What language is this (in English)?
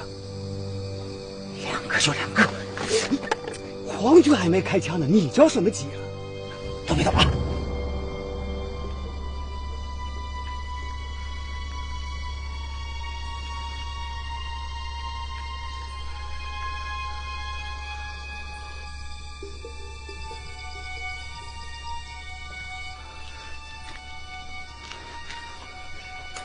Chinese